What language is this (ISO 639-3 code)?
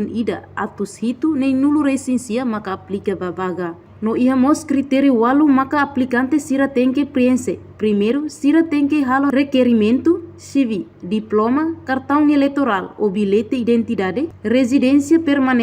tet